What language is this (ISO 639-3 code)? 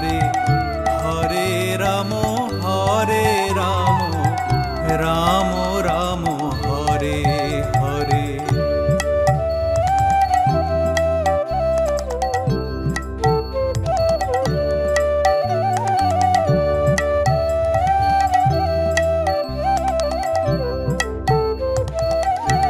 ben